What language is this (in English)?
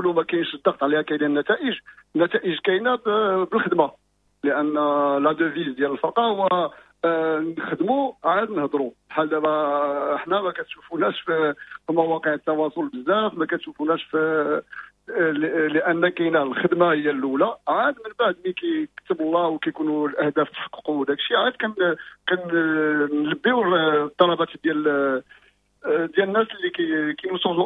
Moroccan Arabic